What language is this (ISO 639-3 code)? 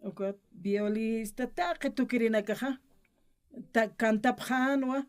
aym